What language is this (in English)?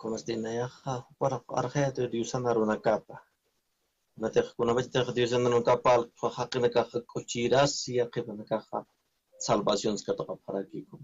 Aymara